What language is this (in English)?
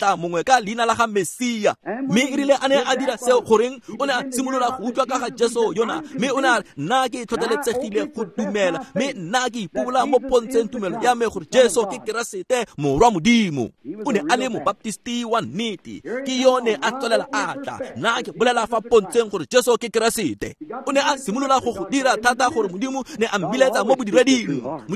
Tswana